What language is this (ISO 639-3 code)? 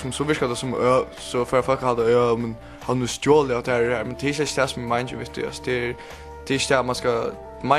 fao